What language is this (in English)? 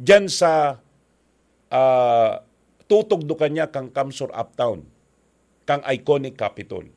Bikol